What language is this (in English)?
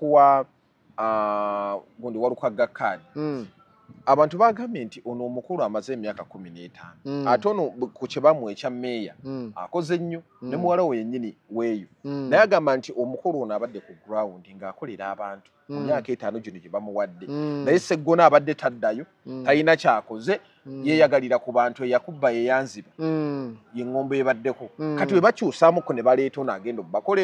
Ganda